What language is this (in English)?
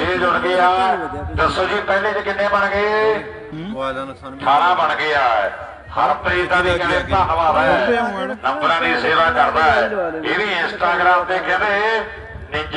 Punjabi